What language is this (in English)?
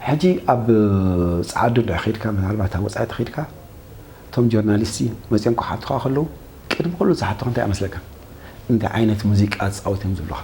Tigrinya